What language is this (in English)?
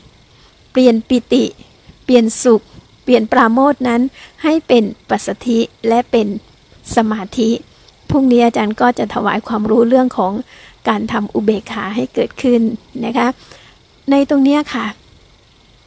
Thai